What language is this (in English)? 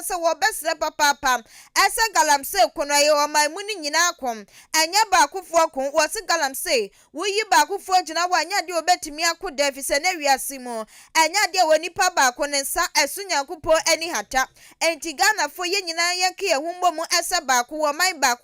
Akan